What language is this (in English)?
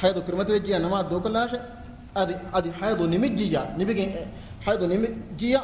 Divehi